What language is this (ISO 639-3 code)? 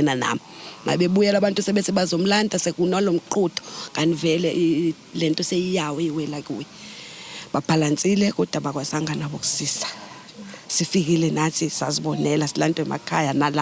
zul